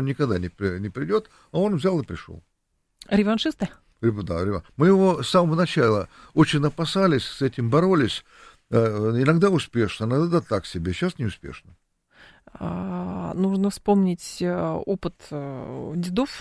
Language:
Russian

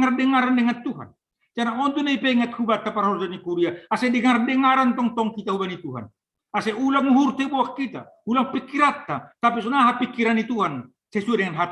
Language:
Batak Simalungun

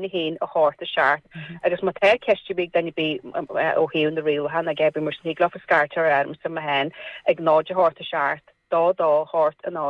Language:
Irish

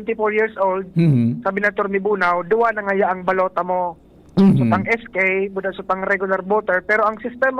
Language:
Bikol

